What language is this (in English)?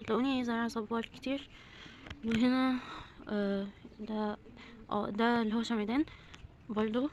Egyptian Arabic